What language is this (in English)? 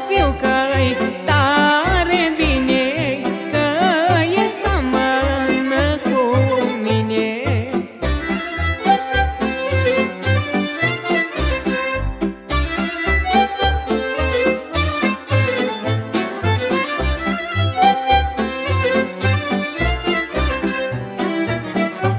Romanian